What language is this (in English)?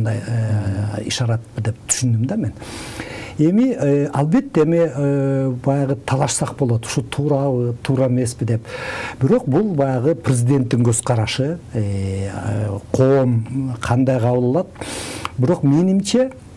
Kyrgyz